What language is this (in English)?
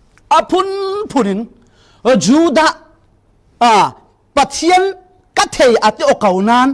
Falam Chin